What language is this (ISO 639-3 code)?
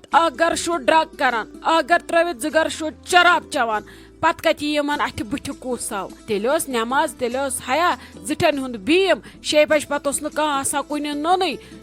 kas